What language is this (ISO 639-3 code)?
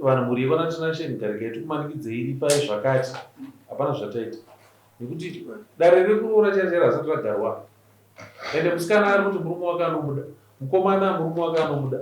sna